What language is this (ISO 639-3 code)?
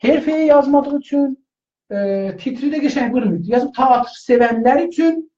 azb